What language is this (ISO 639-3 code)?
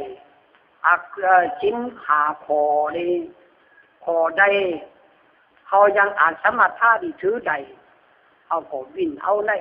khb